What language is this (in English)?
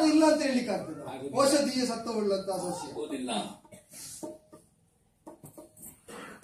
Kannada